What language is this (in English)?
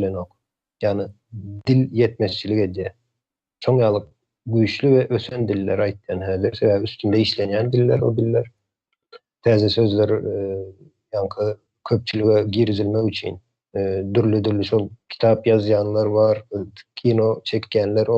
Turkmen